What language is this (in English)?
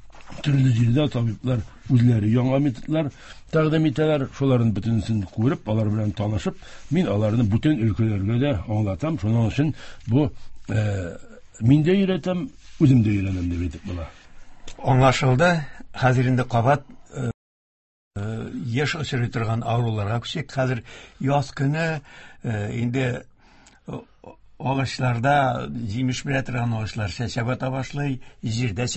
Tatar